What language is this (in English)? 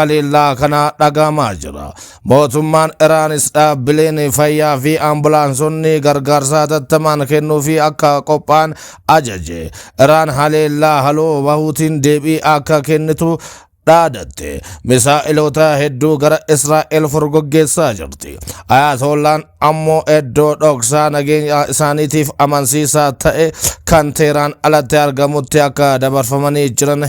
Oromo